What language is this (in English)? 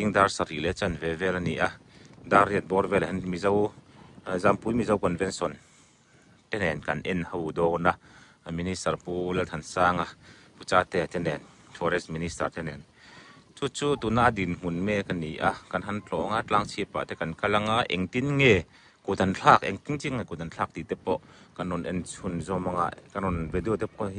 Mizo